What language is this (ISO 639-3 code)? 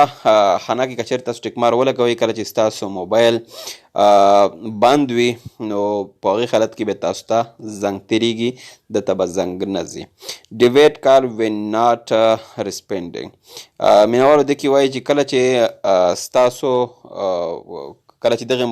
pus